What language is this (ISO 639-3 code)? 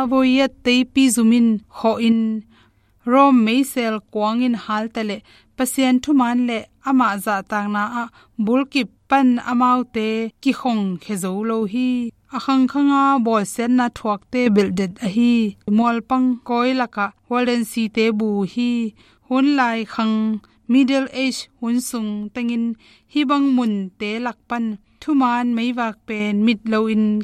ctd